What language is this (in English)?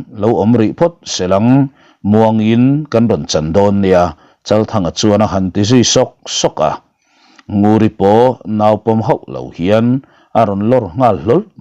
Mizo